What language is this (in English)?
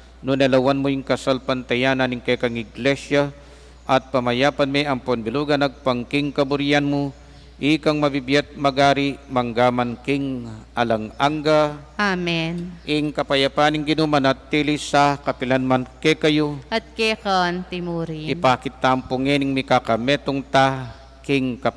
Pampanga